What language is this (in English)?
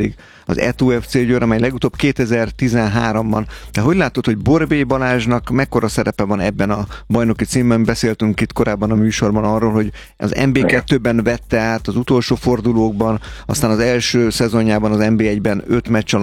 Hungarian